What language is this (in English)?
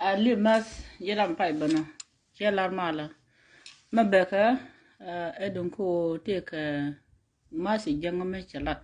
Nuer